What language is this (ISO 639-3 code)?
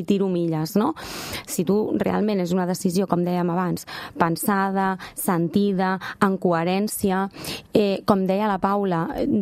cat